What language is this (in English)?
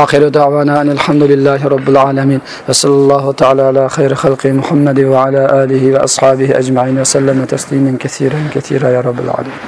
Uyghur